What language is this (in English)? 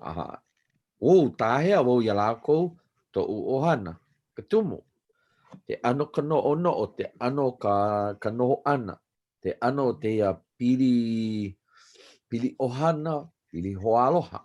Hawaiian